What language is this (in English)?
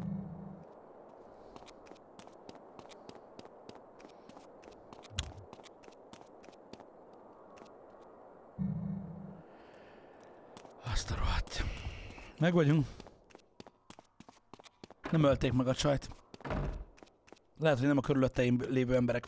Hungarian